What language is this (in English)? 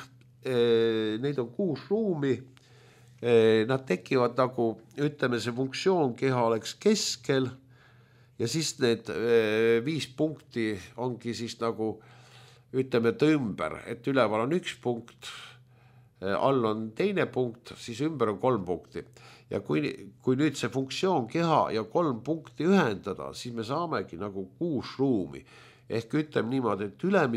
Estonian